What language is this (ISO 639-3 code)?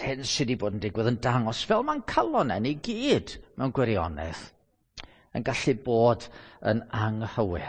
cym